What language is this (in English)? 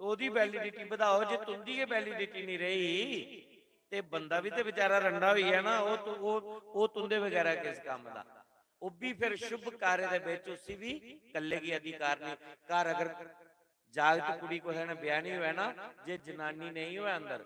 Dogri